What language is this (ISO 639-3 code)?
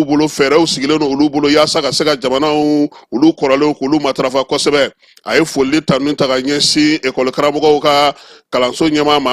bam